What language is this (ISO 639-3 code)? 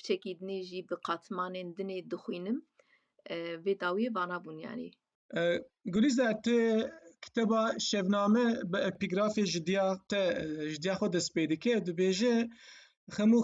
kur